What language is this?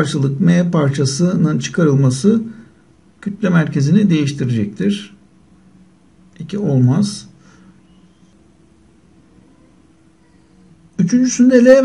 Turkish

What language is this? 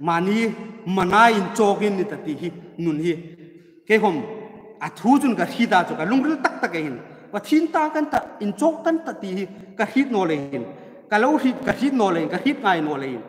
Hmar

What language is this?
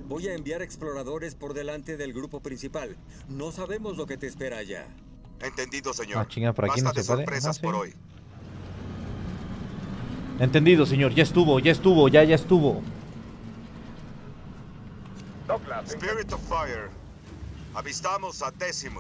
Spanish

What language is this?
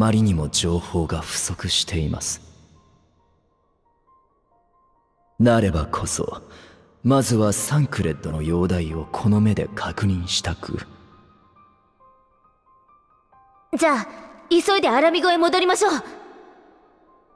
Japanese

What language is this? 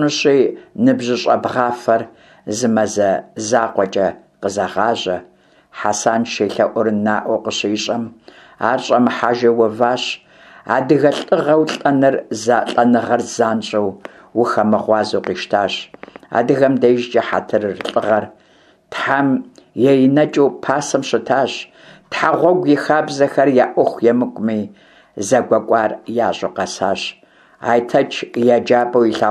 Kabardian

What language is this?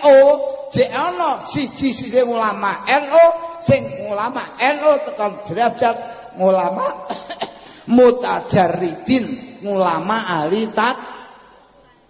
Javanese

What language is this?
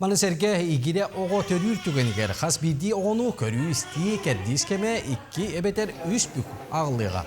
Yakut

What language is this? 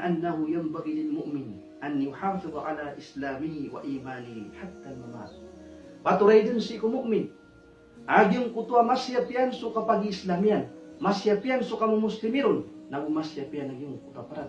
Maranao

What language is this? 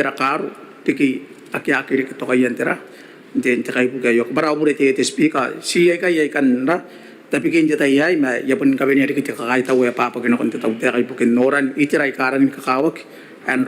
Gilbertese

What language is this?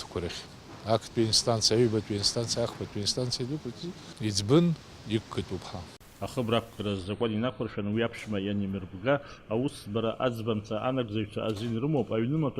Abkhazian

